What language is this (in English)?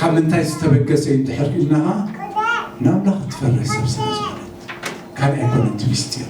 Tigrinya